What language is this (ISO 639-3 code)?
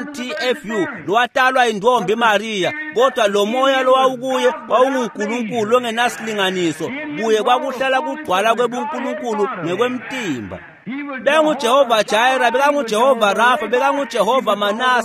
ssw